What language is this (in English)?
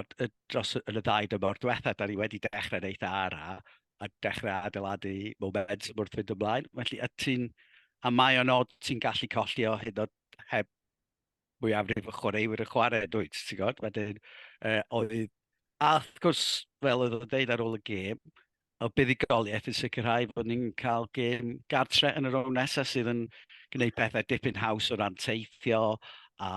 Welsh